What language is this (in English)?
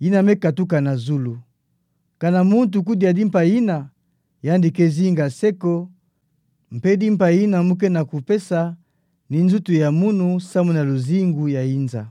Kituba (Democratic Republic of Congo)